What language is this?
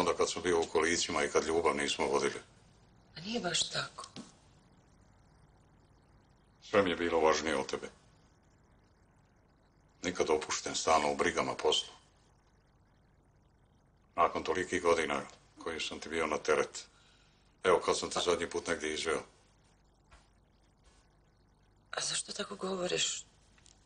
Croatian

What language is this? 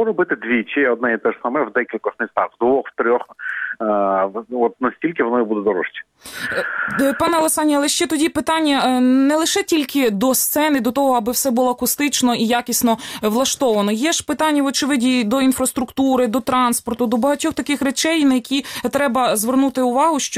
Ukrainian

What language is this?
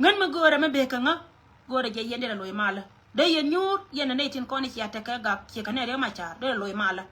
Nuer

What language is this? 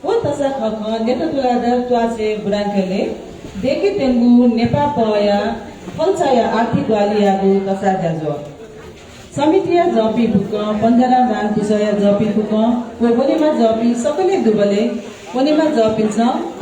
Newari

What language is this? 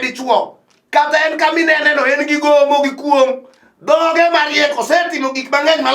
Luo (Kenya and Tanzania)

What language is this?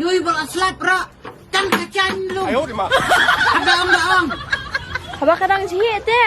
Khasi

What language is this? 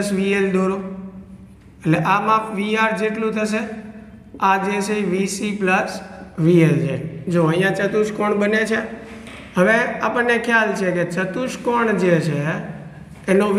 Gujarati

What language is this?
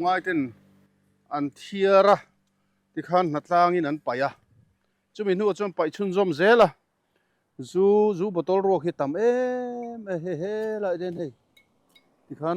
Mizo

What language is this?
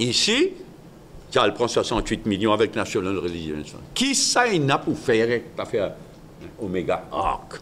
Morisyen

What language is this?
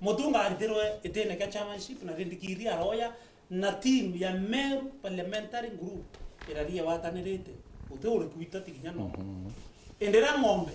Meru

